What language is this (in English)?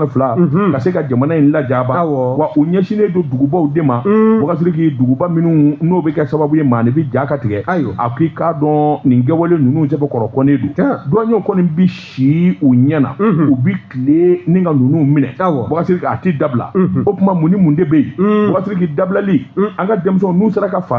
Bambara